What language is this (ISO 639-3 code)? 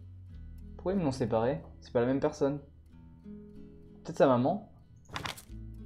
fra